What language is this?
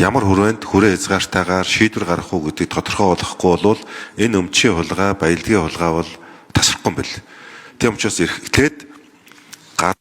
Mongolian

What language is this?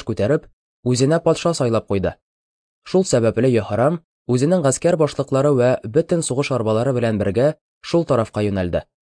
Tatar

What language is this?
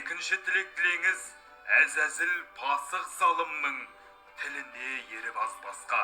Kazakh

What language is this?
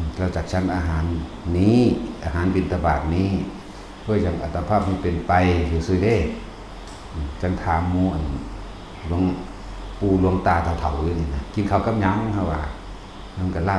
Northeastern Thai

